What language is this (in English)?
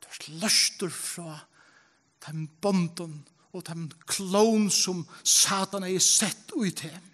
Faroese